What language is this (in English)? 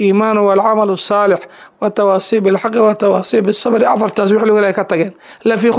Somali